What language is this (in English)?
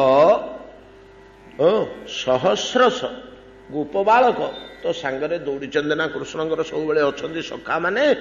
Odia